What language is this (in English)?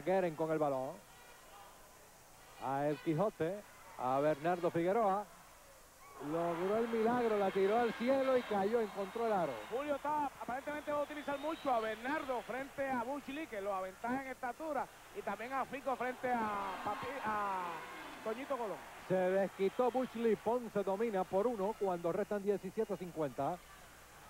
Spanish